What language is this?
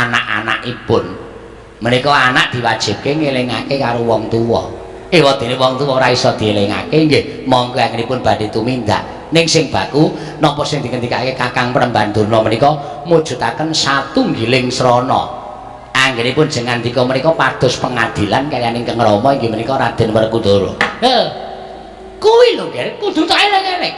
Javanese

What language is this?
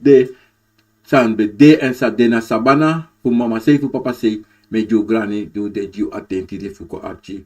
Sranan Tongo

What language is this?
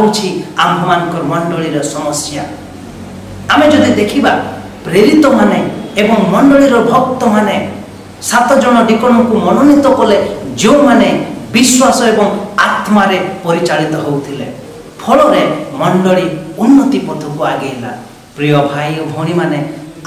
Odia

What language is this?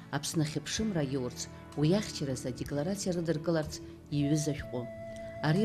Abkhazian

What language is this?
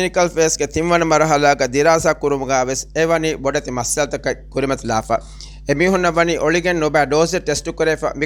Divehi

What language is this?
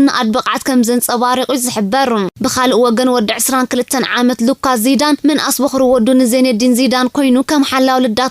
Tigrinya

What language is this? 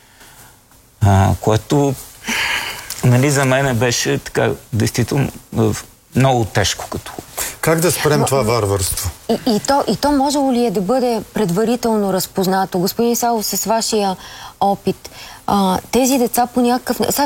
Bulgarian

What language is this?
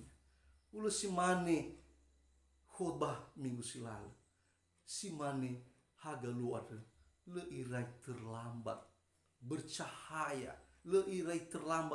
Nias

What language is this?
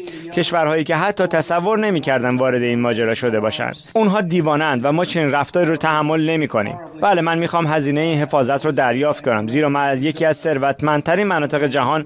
Persian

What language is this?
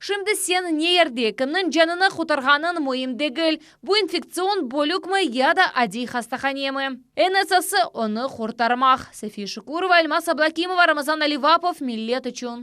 Crimean Tatar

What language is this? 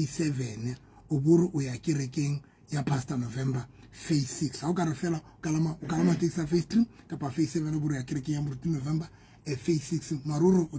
Southern Sotho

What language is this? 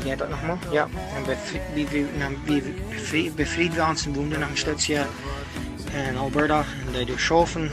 Plautdietsch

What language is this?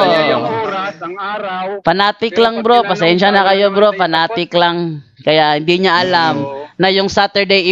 Filipino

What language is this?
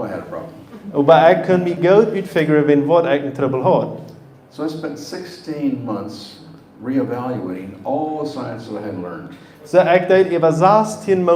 Plautdietsch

